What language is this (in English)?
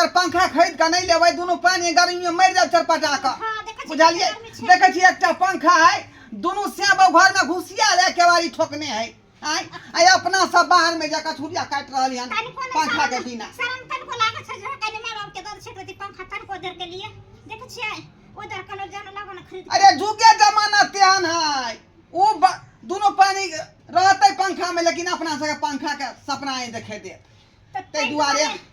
Maithili